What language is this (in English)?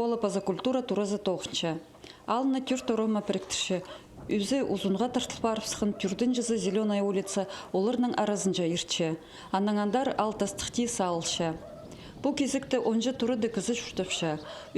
Khakas